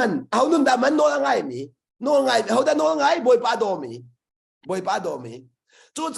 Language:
Hakha Chin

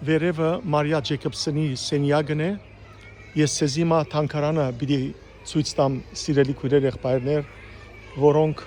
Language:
Western Armenian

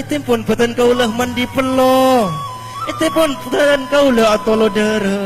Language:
Madurese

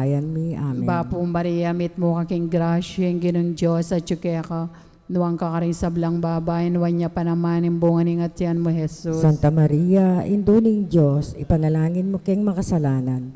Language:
Pampanga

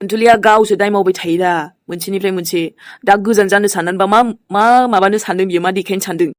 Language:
Bodo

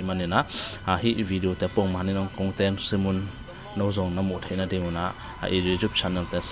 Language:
Tedim Chin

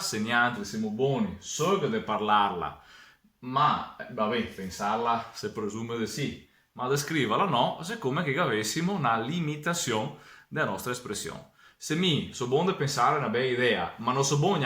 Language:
Venetian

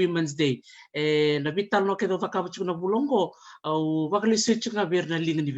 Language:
Fijian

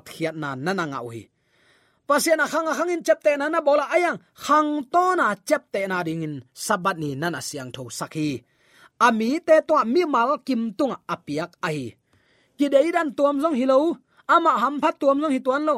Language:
Tedim Chin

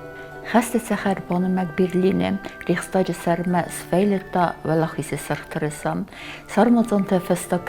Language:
Ossetic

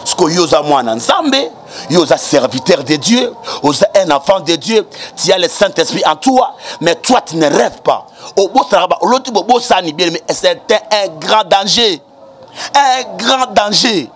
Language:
Lingala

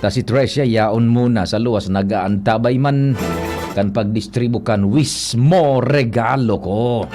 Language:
Bikol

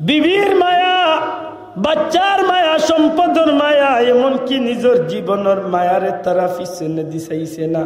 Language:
Sylheti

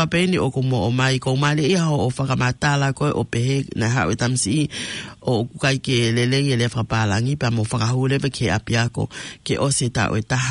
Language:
Tongan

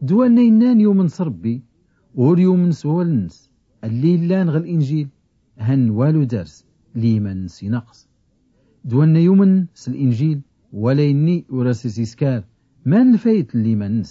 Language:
Tachelhit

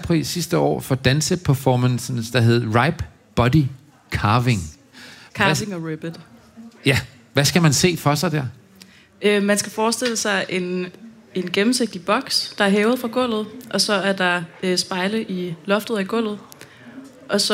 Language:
Danish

